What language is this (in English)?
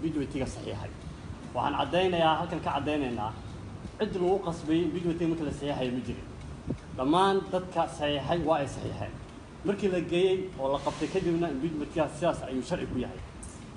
Somali